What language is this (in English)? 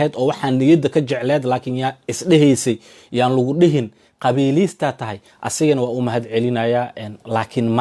Somali